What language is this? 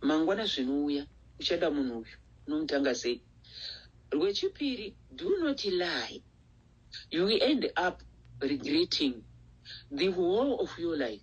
Shona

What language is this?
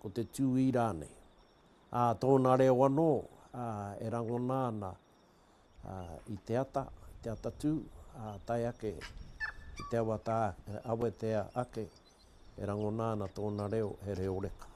Māori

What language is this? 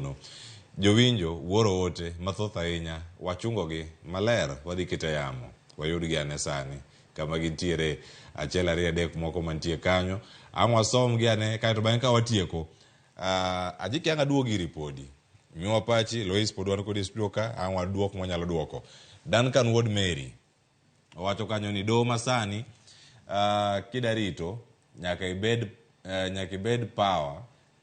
Luo (Kenya and Tanzania)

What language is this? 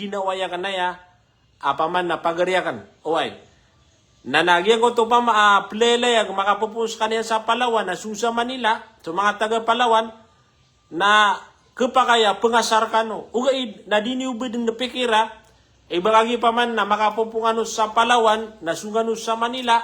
Maranao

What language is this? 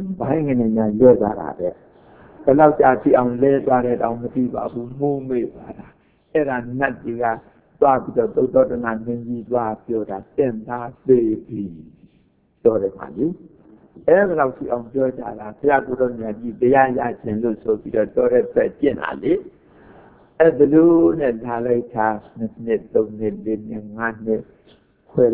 Burmese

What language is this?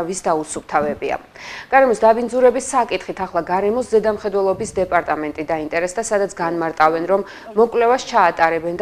Georgian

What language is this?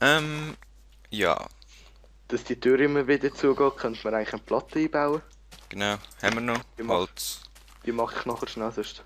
Swiss German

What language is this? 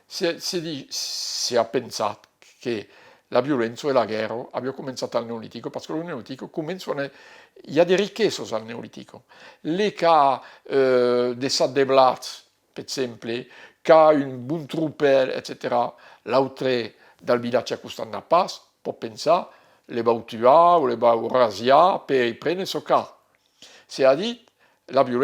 Occitan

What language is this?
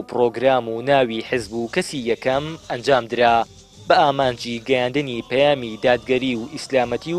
Central Kurdish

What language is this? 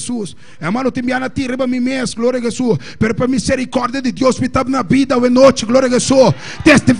Papiamento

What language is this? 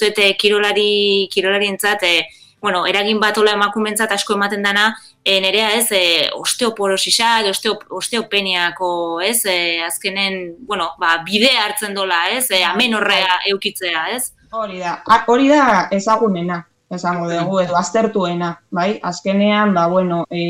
Basque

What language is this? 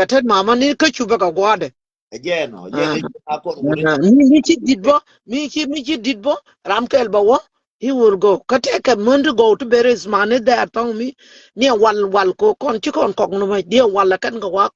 Nuer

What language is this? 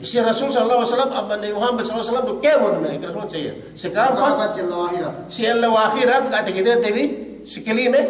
Yakan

